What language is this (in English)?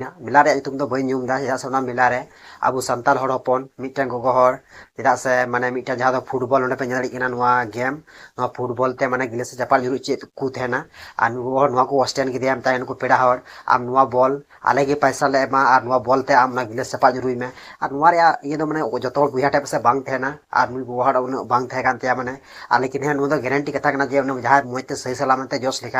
Santali